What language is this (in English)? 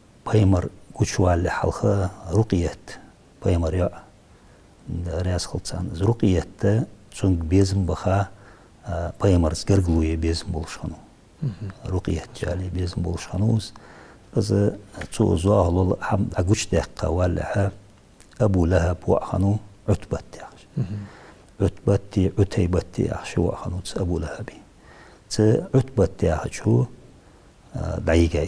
Ingush